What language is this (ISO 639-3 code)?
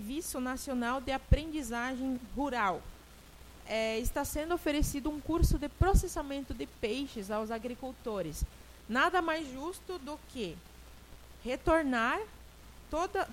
por